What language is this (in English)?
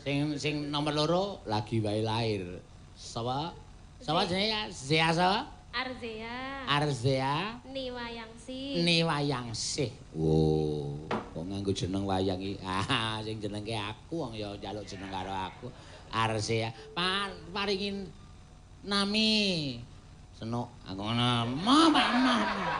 Javanese